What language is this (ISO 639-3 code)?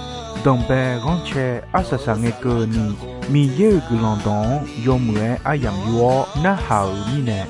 ahk